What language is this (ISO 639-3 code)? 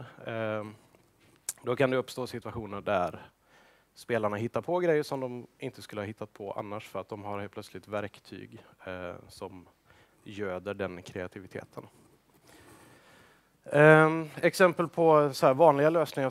swe